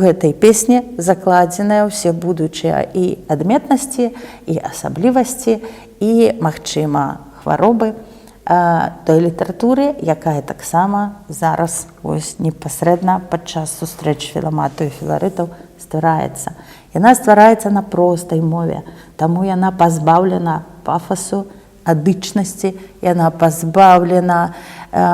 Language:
Belarusian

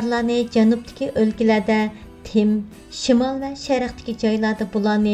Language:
Uyghur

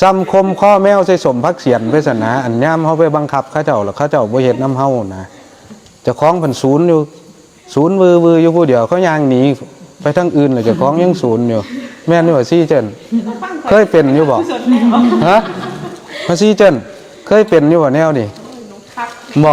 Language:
Northeastern Thai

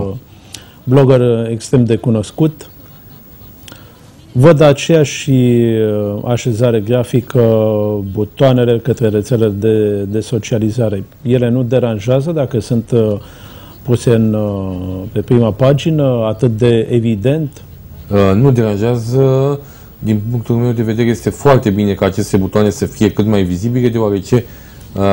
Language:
Romanian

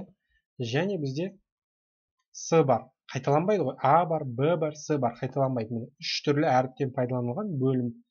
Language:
Kazakh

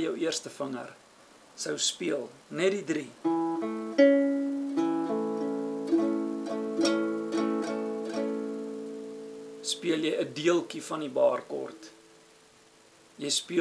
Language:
Afrikaans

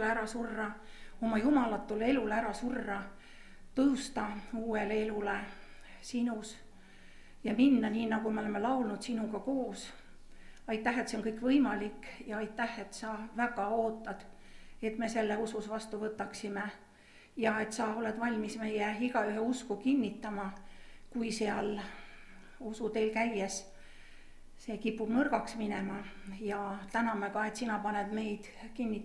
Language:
Estonian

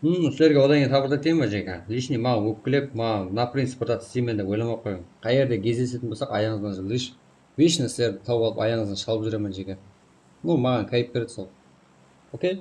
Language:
Kara-Kalpak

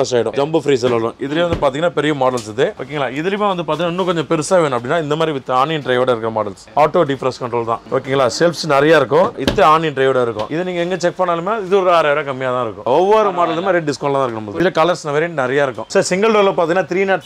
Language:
Tamil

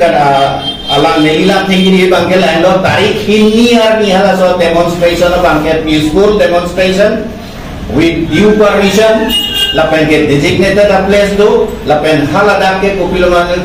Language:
Karbi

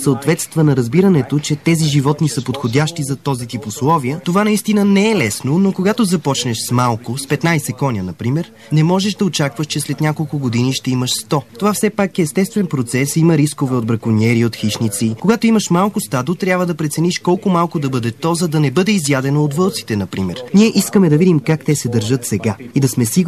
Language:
Bulgarian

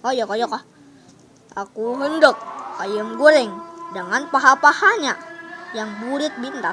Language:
Banjar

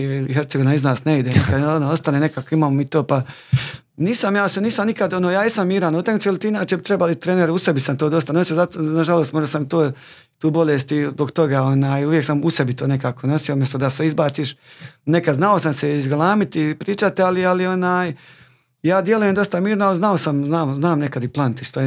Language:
Croatian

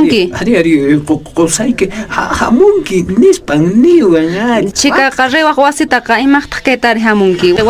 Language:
Quechua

